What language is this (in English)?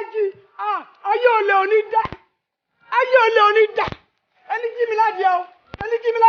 Yoruba